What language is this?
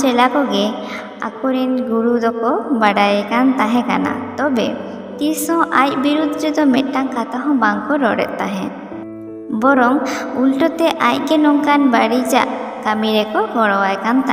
Santali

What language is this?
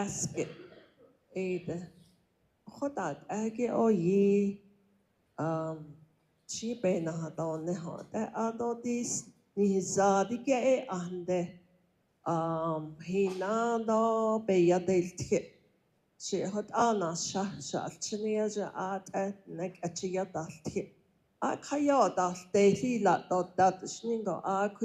Navajo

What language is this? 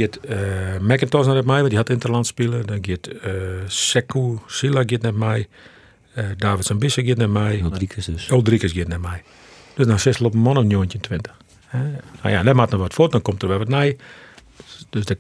Western Frisian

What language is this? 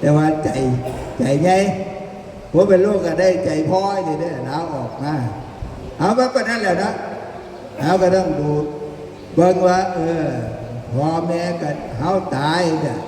Northeastern Thai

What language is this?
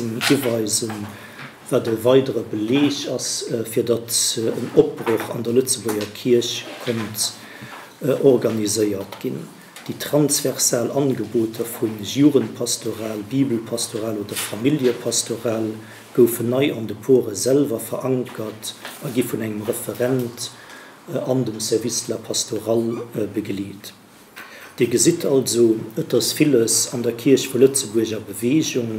Luxembourgish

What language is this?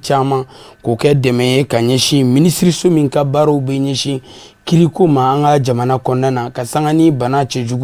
Bambara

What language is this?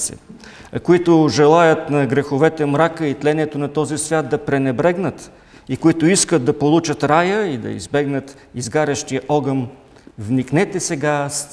Bulgarian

